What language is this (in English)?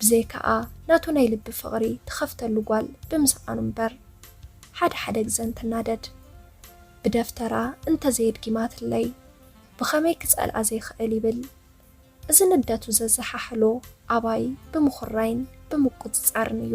Tigrinya